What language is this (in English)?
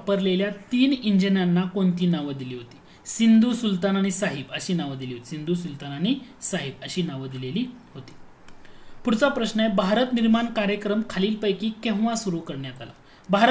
Marathi